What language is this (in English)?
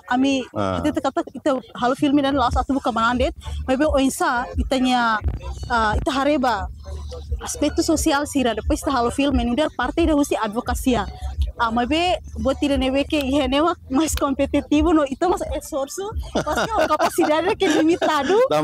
Tetum